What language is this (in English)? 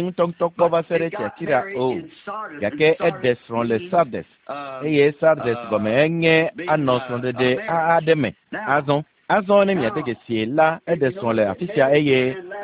Ewe